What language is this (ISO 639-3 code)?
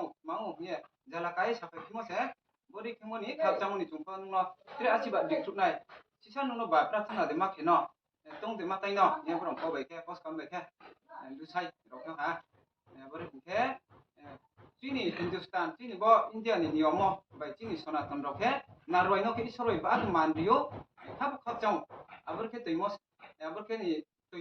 ria